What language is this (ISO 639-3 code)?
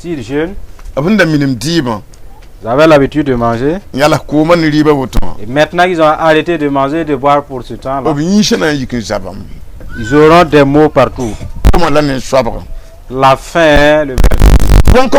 mos